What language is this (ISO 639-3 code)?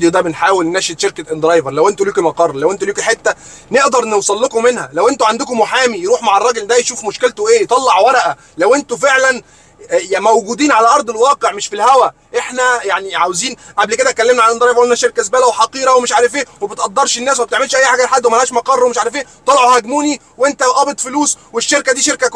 arz